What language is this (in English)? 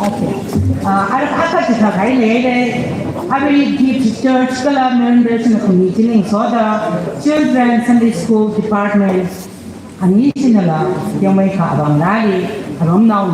Tangkhul Naga (India)